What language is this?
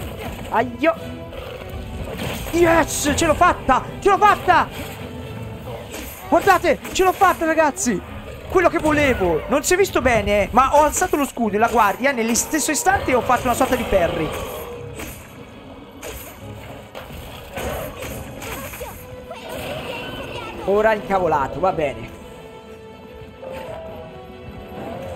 Italian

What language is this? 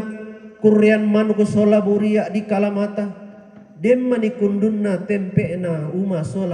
Toraja-Sa'dan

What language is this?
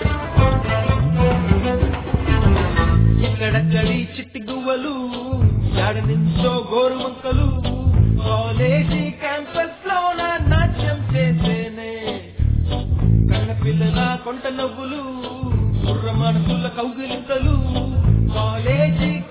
Telugu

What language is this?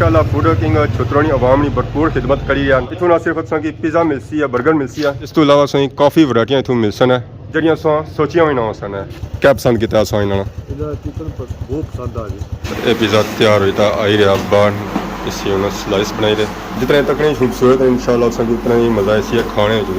Pahari-Potwari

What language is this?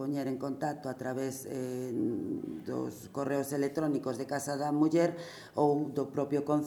Galician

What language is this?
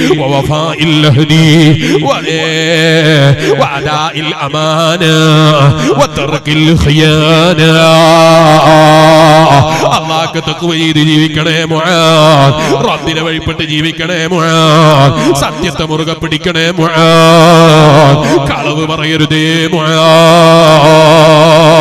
Malayalam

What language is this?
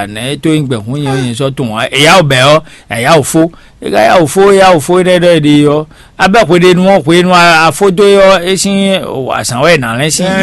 Fon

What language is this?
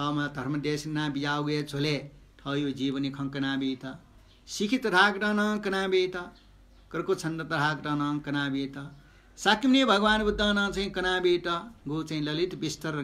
Newari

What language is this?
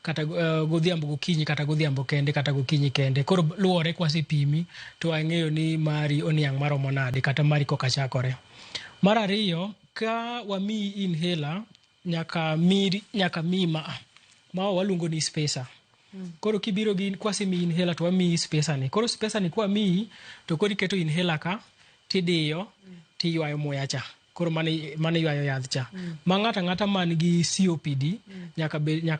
Luo (Kenya and Tanzania)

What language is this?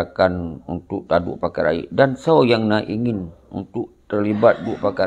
Achinese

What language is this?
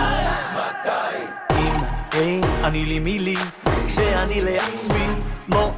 Hebrew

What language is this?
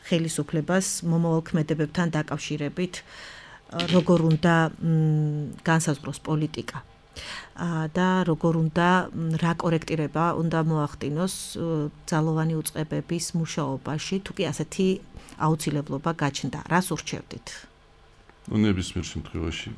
Georgian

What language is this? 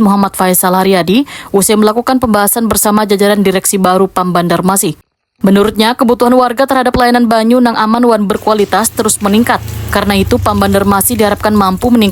Banjar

